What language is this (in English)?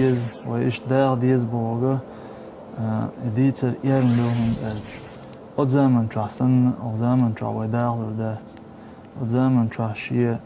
Chechen